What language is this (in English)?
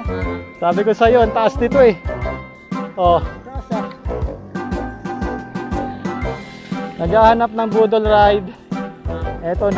Filipino